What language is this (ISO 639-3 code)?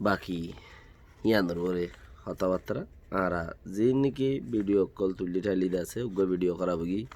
rhg